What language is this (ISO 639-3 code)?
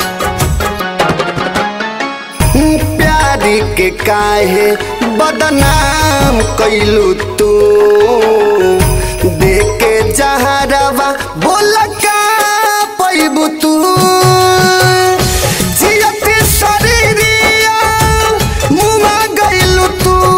bho